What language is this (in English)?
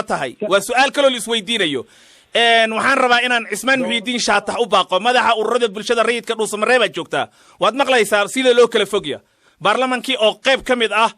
Somali